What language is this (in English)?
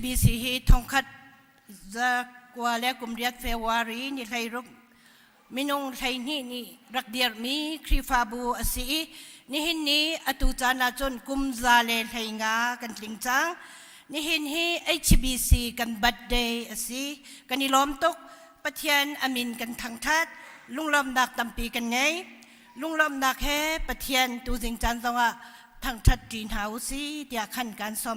Hakha Chin